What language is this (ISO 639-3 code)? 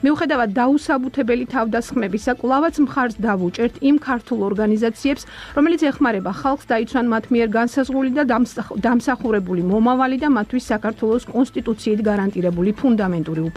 kat